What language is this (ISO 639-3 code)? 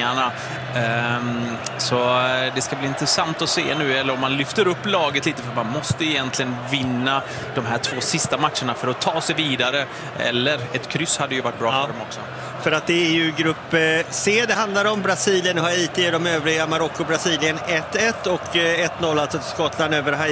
swe